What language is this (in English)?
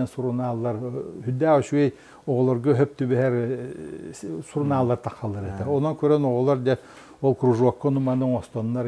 Yakut